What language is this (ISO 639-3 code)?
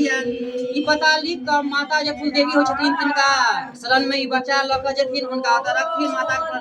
mai